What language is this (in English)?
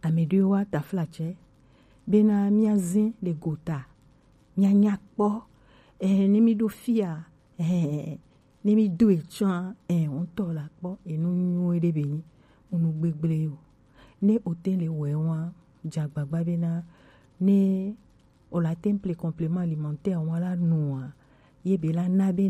Gen